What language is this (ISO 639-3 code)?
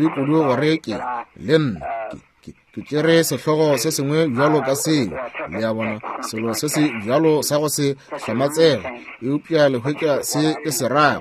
nso